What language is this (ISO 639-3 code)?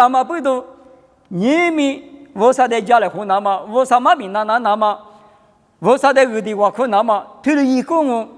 lis